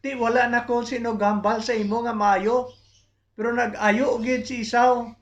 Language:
Hiligaynon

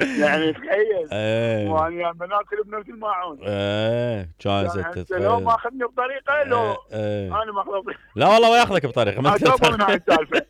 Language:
Mesopotamian Arabic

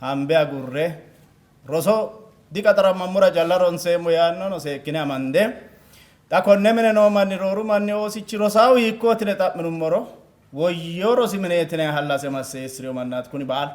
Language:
Sidamo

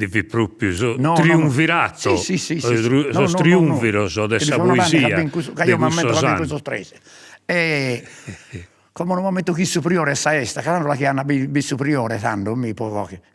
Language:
Sardinian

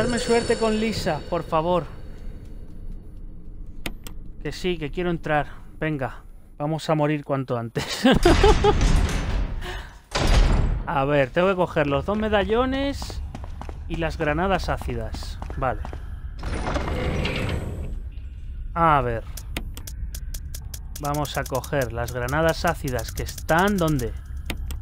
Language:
Spanish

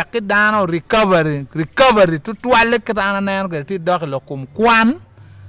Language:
Acoli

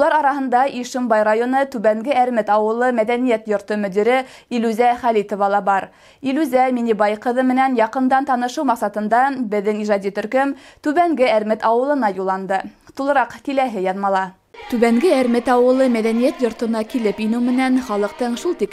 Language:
Bashkir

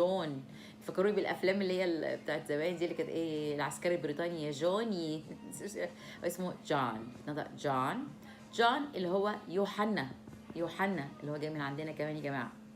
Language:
Egyptian Arabic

